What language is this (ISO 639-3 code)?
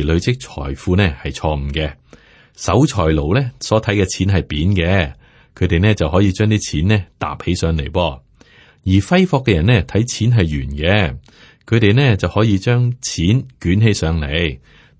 yue